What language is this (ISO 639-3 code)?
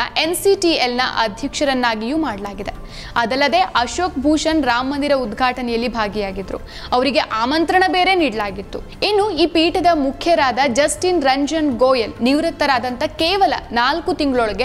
kan